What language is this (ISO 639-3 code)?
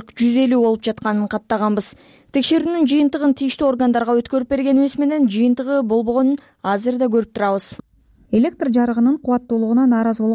kir